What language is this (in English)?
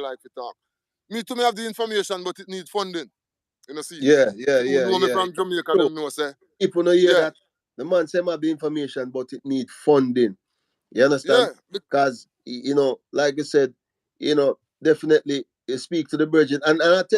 Jamaican Creole English